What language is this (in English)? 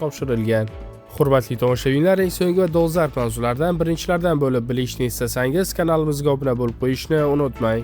Uzbek